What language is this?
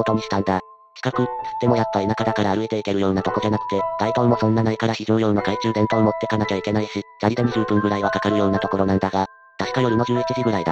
Japanese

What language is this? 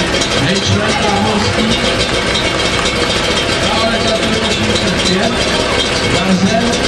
Czech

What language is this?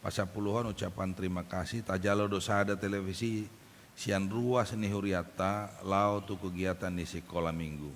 Batak Toba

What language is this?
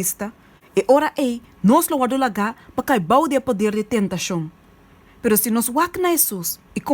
Papiamento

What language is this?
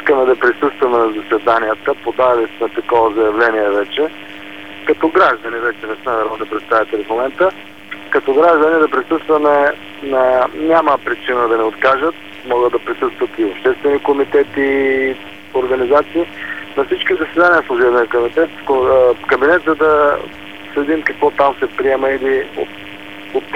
Bulgarian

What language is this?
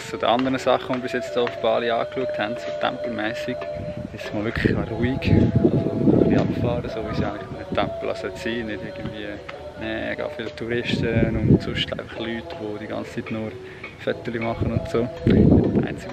Swiss German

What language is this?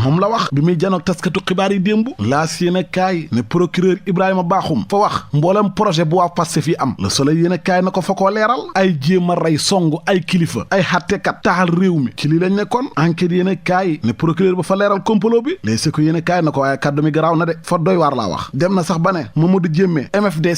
Wolof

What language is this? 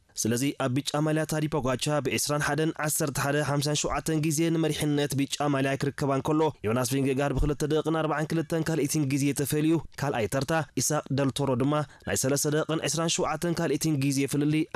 Tigrinya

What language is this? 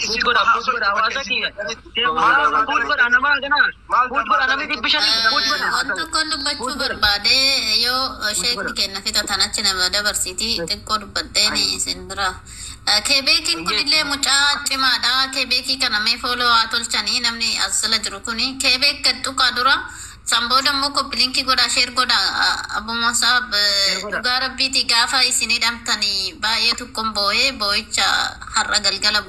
Oromo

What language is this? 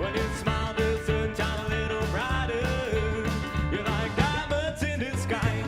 Western Frisian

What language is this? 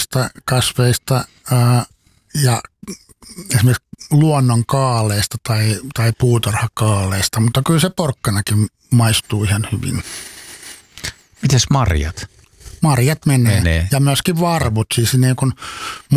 Finnish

